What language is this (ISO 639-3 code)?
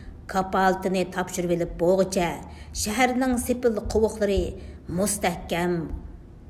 uig